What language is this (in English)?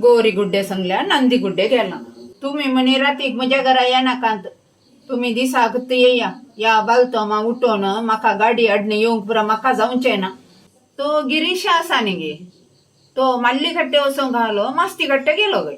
Konkani